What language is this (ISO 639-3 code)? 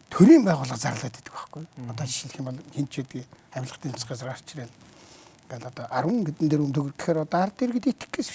mon